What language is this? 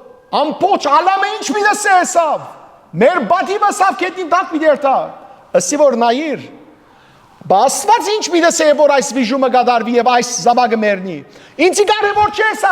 Western Armenian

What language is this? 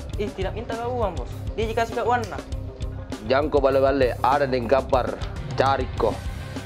Makassar Malay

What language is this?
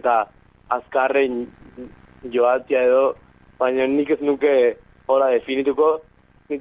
Basque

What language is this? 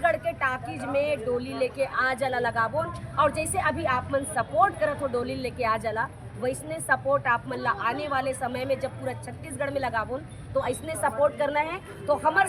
Chhattisgarhi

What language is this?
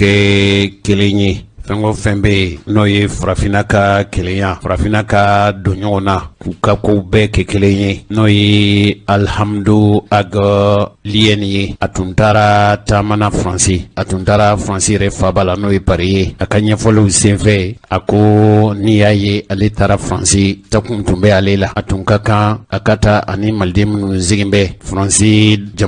Bambara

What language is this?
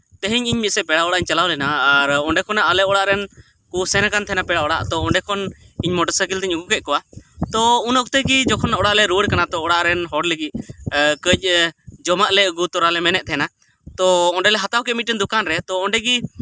Santali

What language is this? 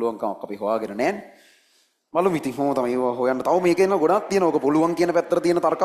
Sinhala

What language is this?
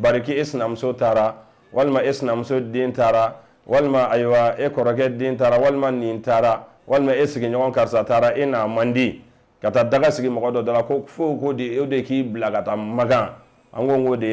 Bambara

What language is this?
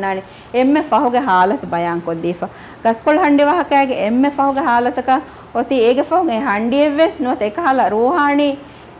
Divehi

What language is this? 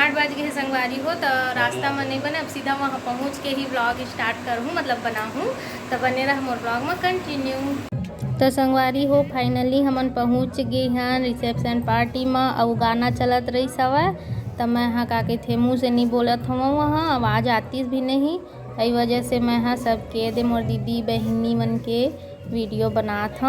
Chhattisgarhi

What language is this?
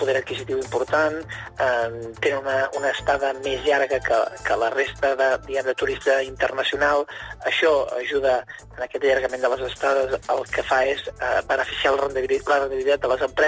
Catalan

